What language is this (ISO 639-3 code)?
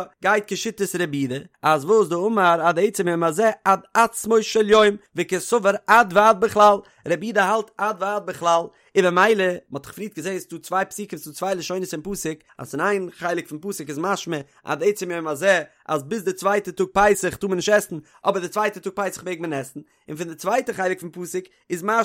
yid